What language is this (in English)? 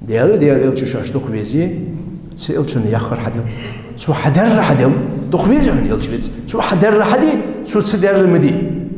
Ingush